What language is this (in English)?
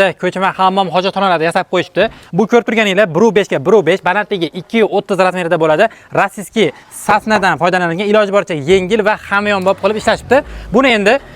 Uzbek